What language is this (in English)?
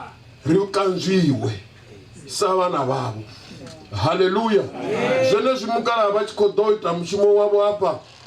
Venda